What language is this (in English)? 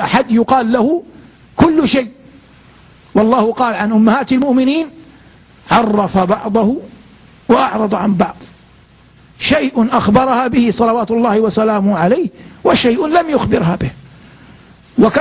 Arabic